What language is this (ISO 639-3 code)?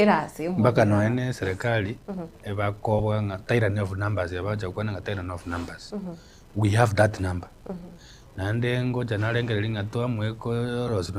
guz